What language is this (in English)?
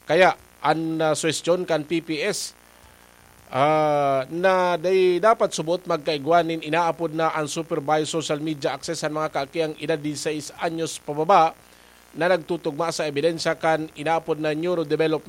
Bikol